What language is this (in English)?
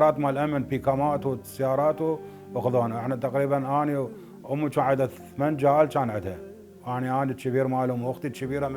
Mesopotamian Arabic